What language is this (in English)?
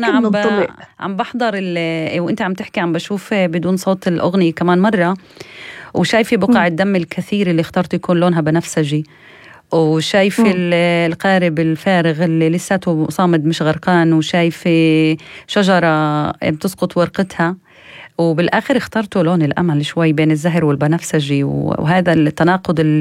North Levantine Arabic